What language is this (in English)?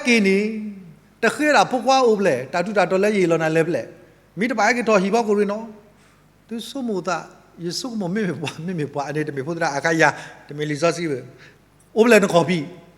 S'gaw Karen